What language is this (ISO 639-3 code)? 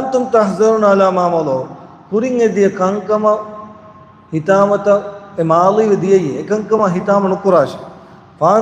div